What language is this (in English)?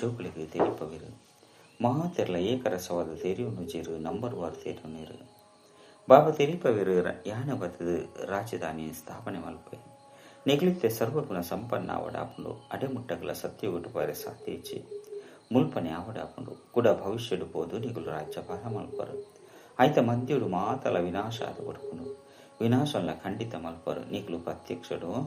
Tulu